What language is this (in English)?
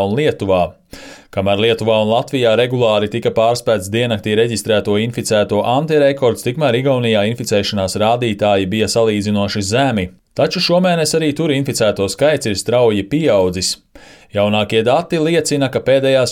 Latvian